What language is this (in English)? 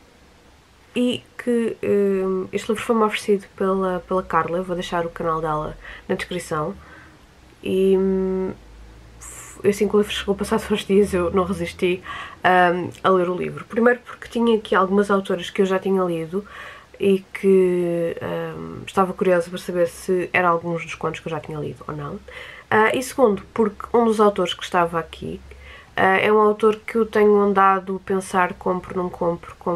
Portuguese